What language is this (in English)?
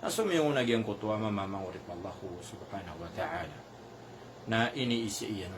Maranao